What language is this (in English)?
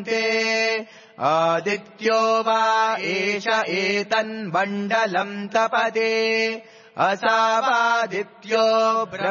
Sanskrit